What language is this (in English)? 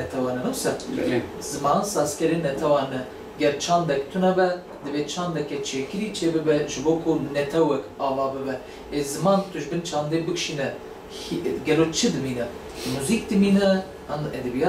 Kurdish